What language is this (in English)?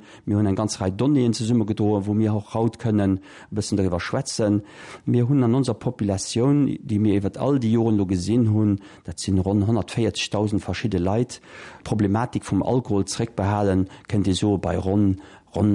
Luxembourgish